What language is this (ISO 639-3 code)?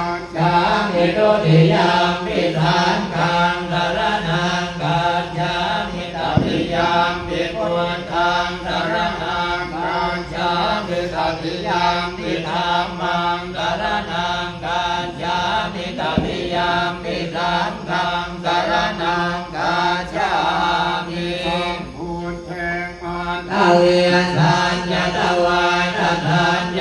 pli